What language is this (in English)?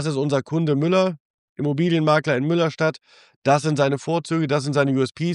German